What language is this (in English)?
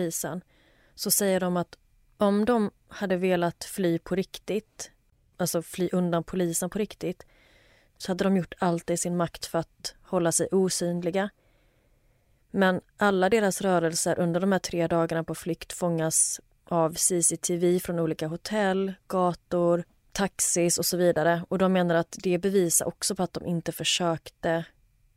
Swedish